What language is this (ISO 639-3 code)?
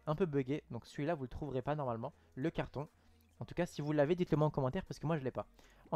fra